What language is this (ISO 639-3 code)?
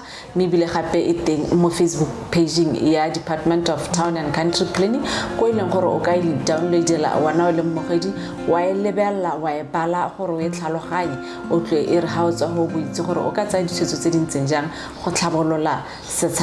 tsn